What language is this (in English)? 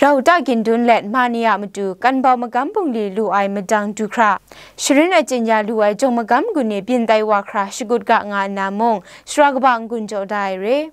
Kachin